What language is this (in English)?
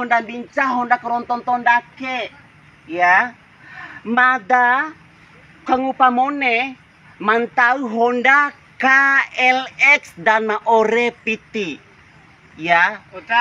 Bima